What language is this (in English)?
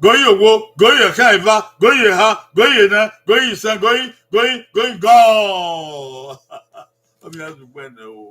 Bini